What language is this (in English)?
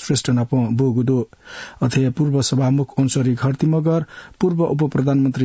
Newari